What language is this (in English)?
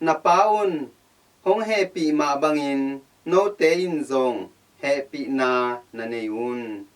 Tedim Chin